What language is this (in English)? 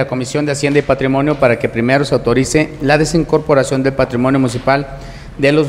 Spanish